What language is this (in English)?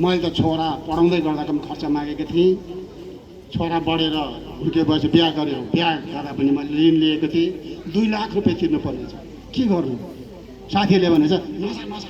Nepali